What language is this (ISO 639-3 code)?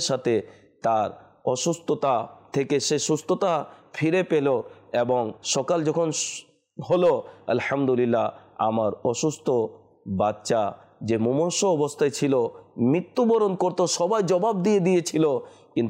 ben